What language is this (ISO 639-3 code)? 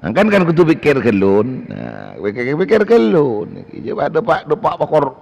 mad